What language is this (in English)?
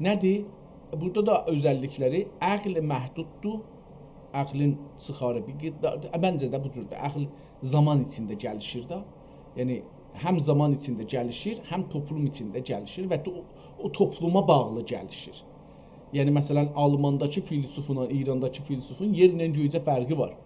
South Azerbaijani